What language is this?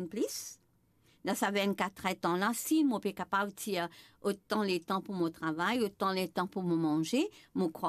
Morisyen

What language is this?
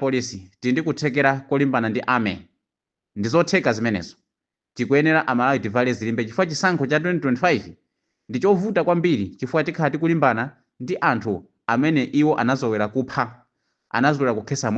Nyanja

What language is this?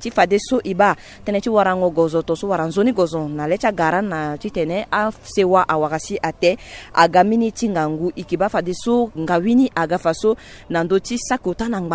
Sango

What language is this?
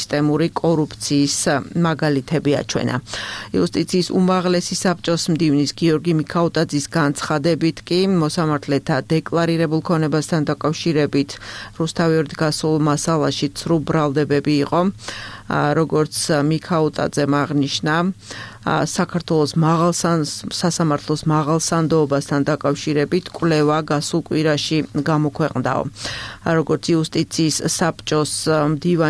Georgian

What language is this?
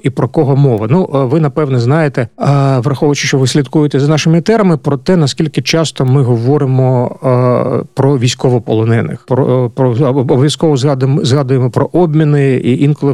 Ukrainian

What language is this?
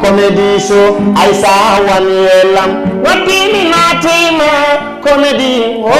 Fula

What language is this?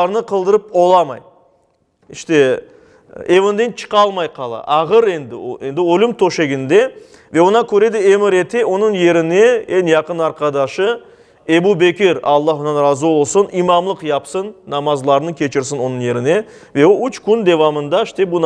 Crimean Tatar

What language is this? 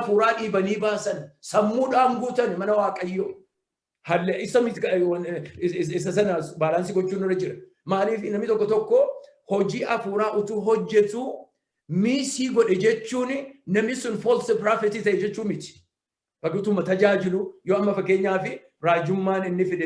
Oromo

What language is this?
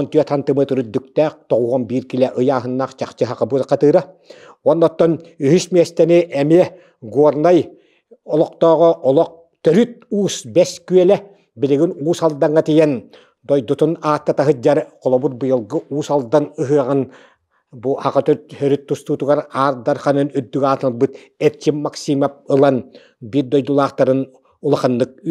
Yakut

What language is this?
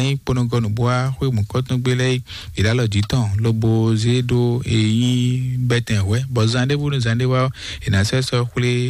Fon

